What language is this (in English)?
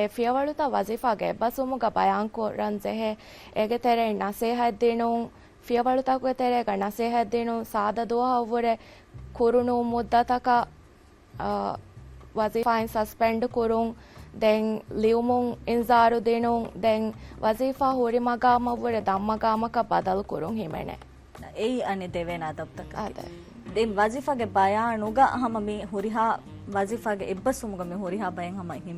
Divehi